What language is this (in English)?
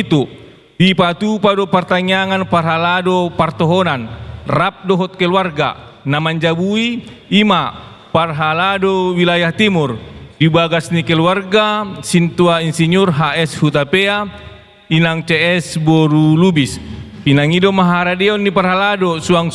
Batak Toba